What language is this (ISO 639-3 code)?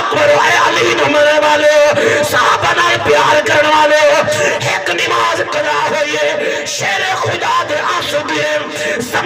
skr